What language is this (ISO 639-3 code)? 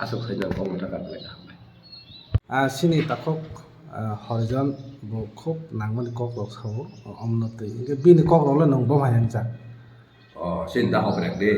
trp